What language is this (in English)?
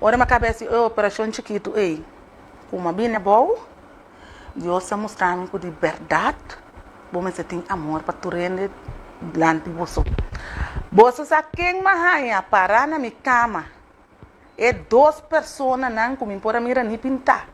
Papiamento